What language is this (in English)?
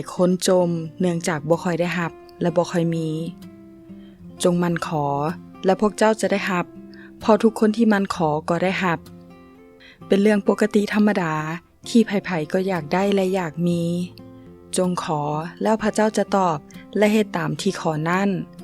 Lao